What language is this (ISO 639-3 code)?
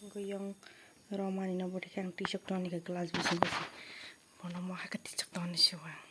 trp